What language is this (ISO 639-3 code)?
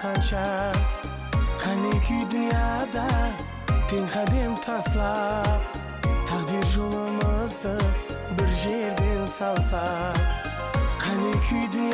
kaa